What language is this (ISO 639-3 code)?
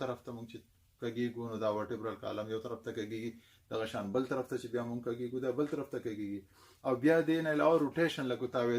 pus